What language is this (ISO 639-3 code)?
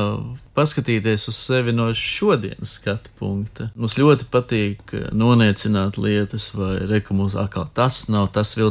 lav